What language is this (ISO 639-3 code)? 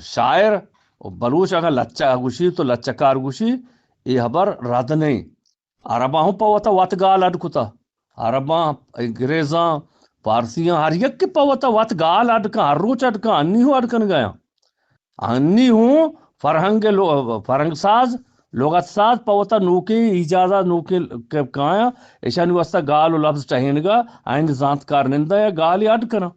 bgp